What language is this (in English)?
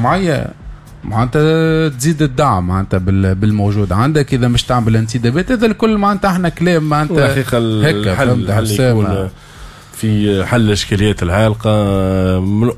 Tunisian Arabic